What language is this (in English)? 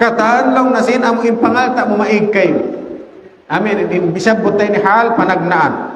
Tausug